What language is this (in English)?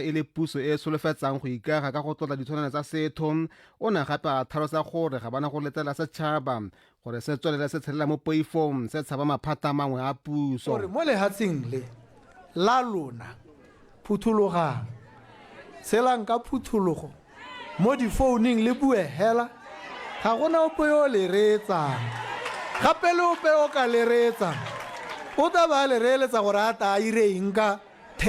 Tswana